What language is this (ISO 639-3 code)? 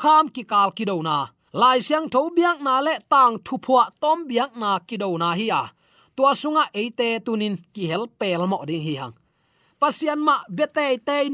ctd